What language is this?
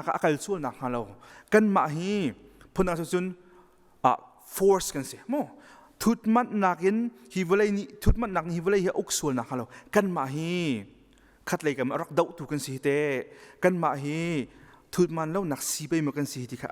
Hakha Chin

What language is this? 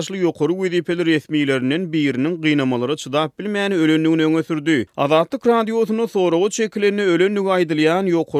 Turkmen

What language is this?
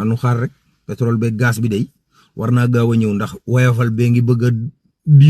Wolof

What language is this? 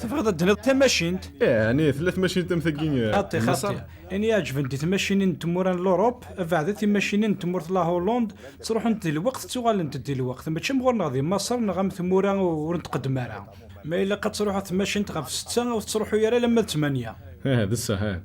Kabyle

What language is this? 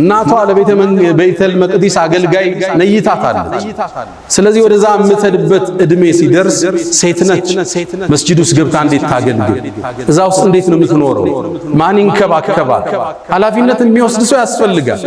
Amharic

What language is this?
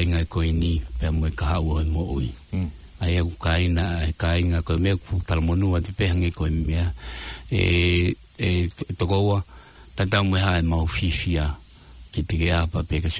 Tongan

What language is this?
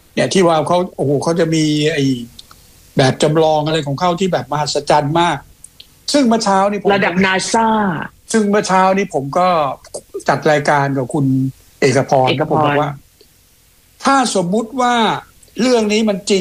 Thai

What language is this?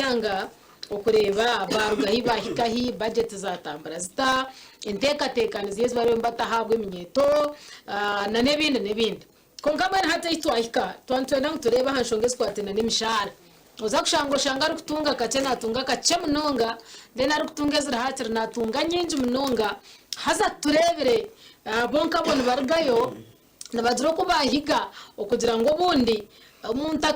Nyankole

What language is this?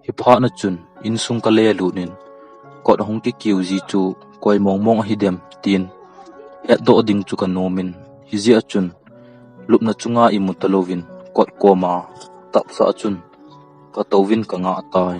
Thado Chin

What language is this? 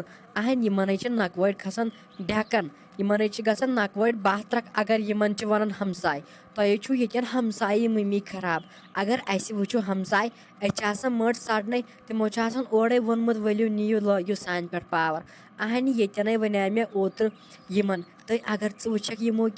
Kashmiri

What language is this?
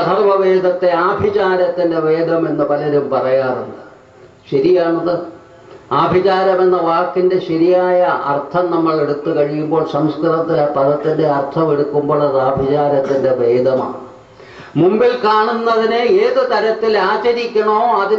Malayalam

